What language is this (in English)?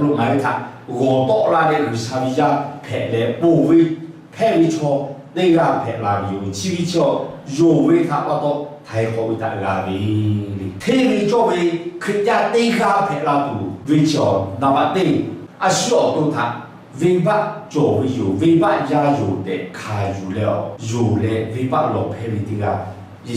Lahu